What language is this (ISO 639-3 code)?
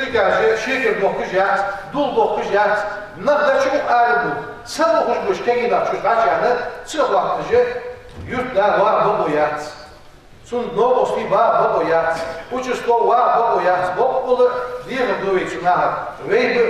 inh